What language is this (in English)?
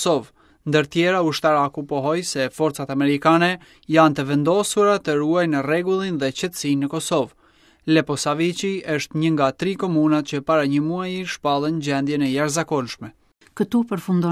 Albanian